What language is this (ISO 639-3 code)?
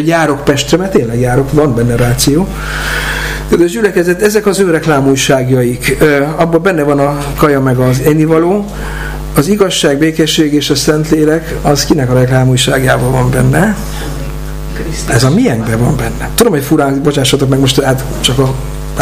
hun